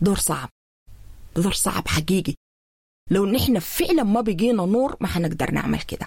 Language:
Sudanese Arabic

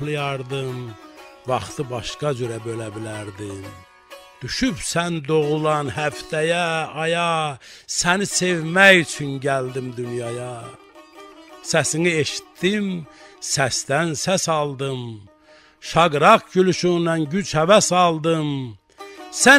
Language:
South Azerbaijani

